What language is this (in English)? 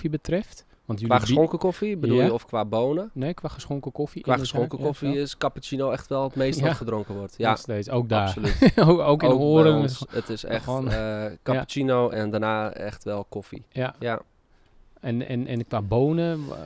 Dutch